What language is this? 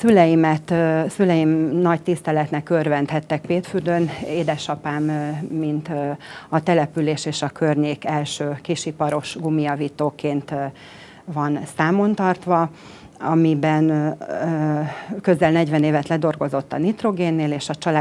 Hungarian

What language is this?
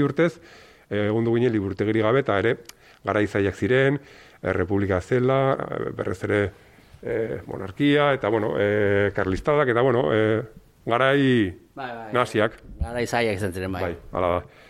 Basque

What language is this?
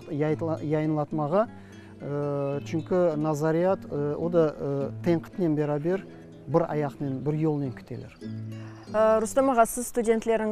Crimean Tatar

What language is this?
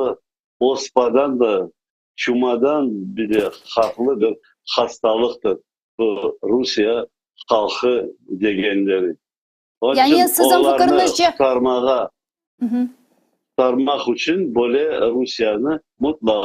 Crimean Tatar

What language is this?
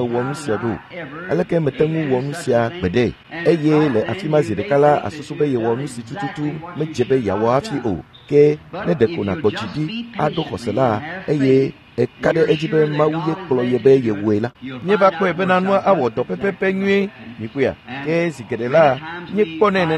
Ewe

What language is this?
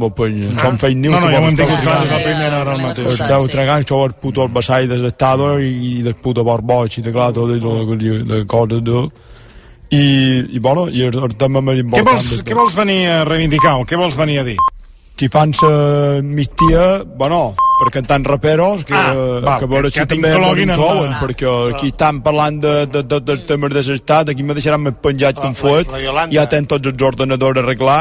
Catalan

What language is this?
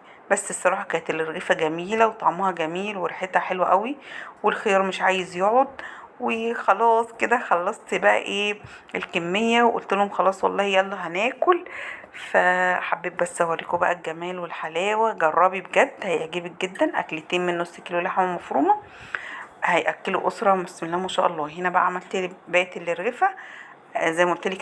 Egyptian Arabic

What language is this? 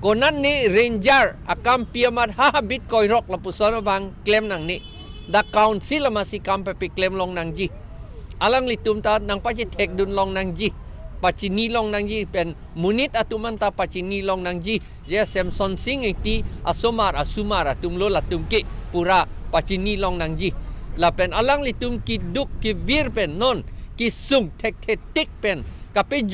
Karbi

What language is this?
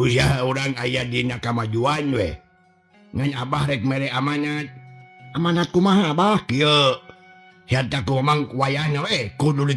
Sundanese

